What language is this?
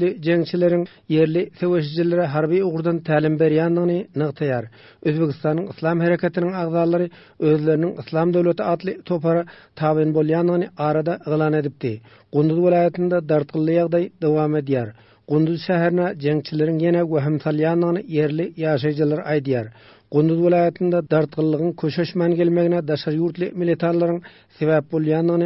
Turkmen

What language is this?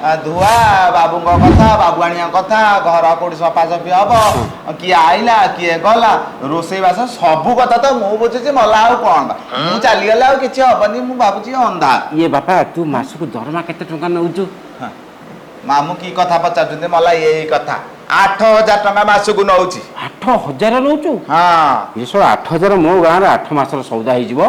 Odia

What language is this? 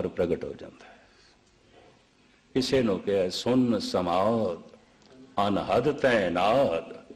Punjabi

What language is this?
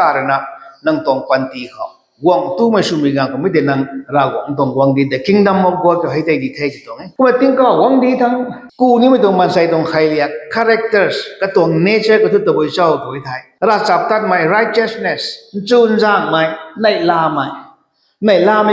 Rongmei Naga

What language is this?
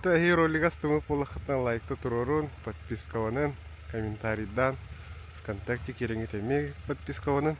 Yakut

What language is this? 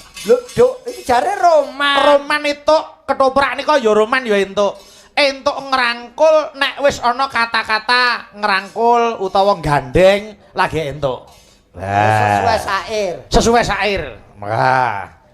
Javanese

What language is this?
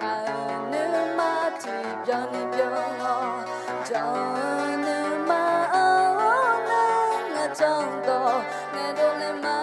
Akha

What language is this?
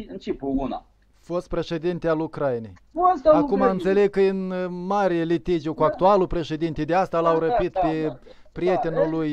Romanian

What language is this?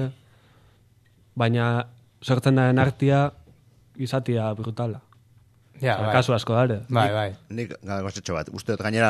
Basque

